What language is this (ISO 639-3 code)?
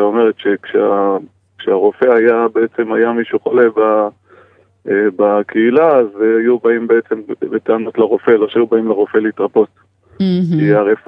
heb